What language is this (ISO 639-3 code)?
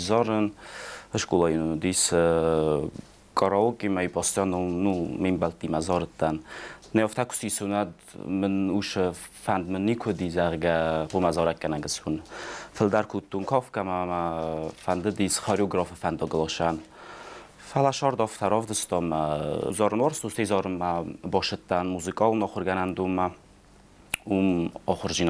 oss